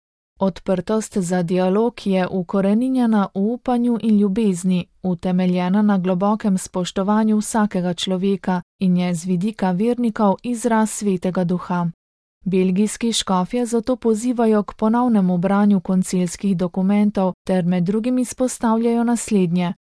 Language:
Slovenian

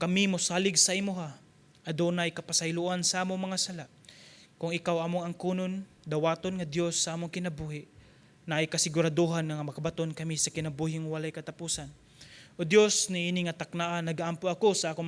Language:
Cebuano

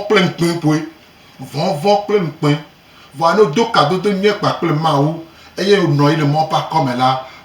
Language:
Gen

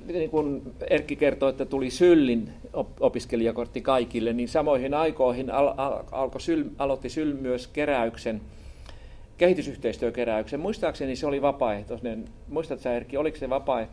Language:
Finnish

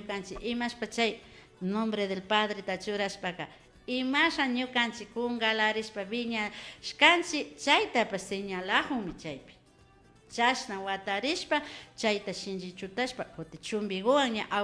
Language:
Imbabura Highland Quichua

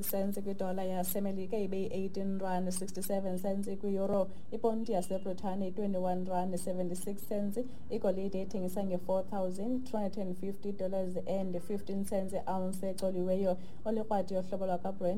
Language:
Xhosa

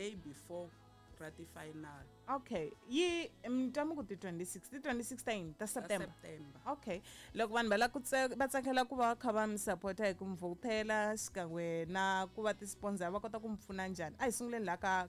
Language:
Tsonga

